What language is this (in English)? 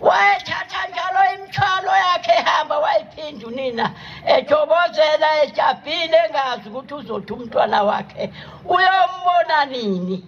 Zulu